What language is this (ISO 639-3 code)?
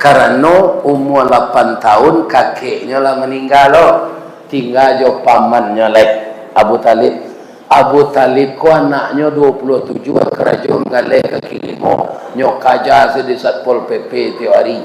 min